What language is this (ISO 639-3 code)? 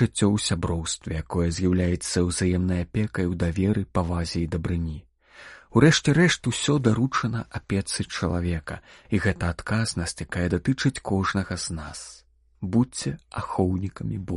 bel